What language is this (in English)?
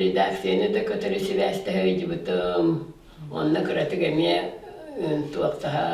Yakut